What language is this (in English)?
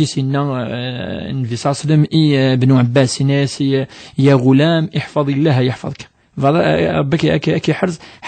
Kabyle